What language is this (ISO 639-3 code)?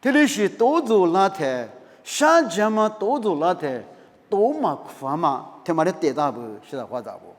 lis